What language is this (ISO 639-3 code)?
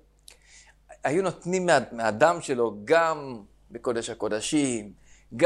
heb